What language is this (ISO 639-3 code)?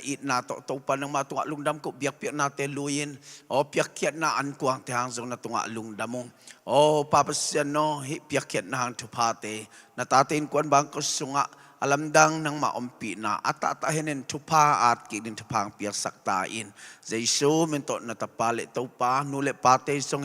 ctd